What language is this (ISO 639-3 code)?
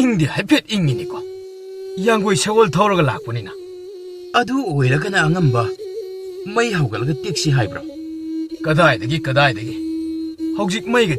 mni